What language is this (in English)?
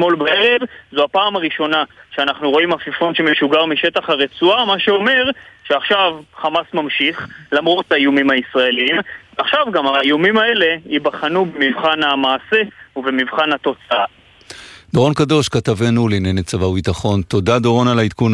Hebrew